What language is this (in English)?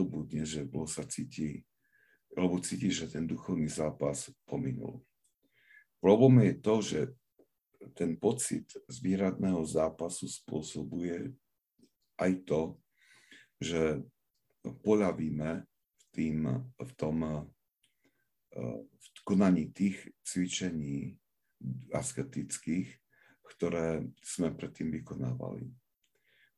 Slovak